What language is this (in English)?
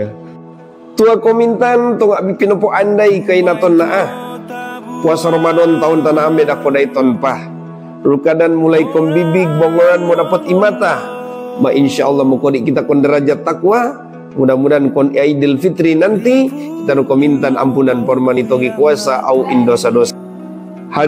Mongondow